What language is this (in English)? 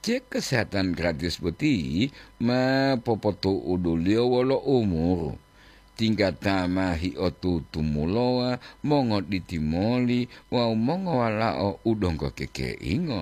Gorontalo